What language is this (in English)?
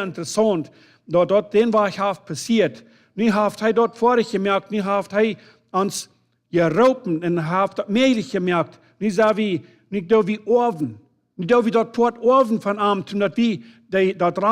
Plautdietsch